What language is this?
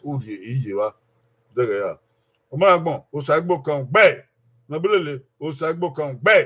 Bini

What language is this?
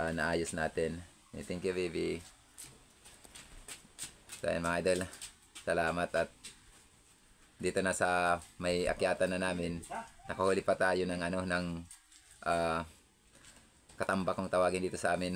Filipino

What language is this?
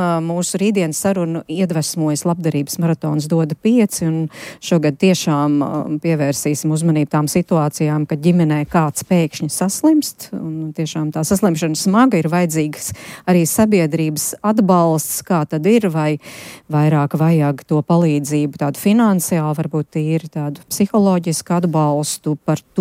Latvian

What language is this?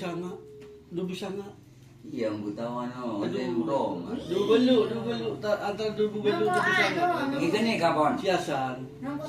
Madurese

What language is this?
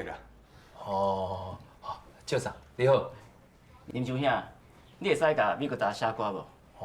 Min Nan Chinese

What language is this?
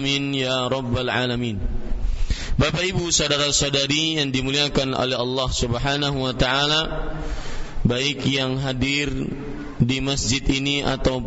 Indonesian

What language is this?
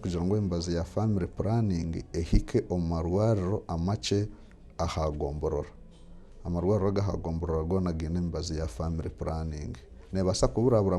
Nyankole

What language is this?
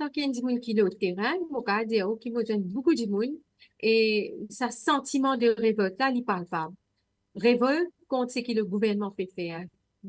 Morisyen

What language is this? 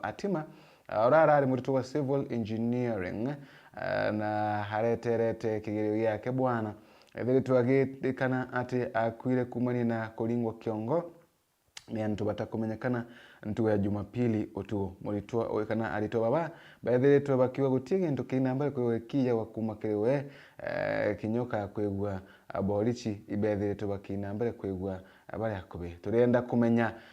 Meru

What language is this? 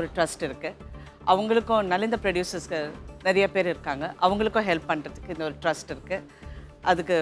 Tamil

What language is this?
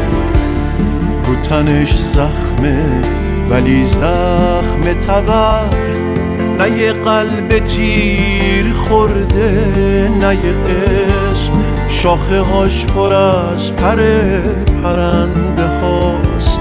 Persian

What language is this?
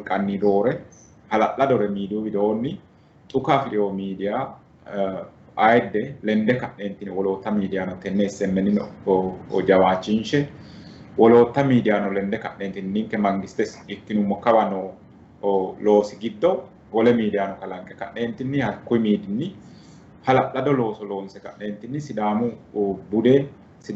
Sidamo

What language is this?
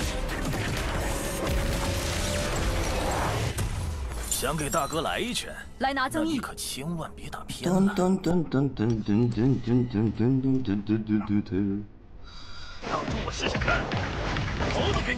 Chinese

